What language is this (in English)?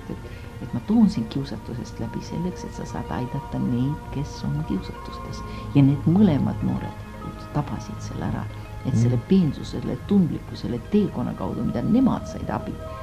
Estonian